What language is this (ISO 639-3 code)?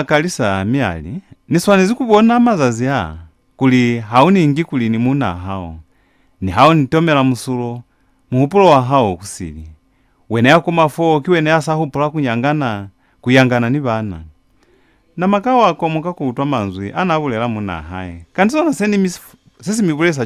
loz